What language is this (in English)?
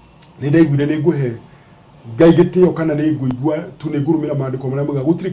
Kikuyu